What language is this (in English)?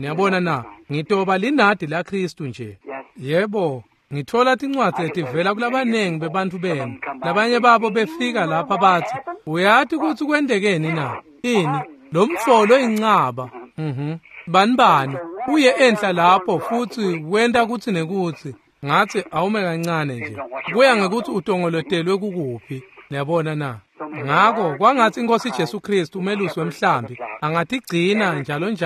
Swati